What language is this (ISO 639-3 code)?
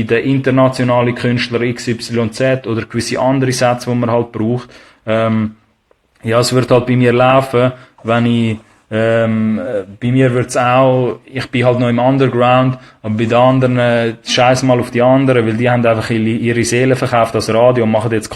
gsw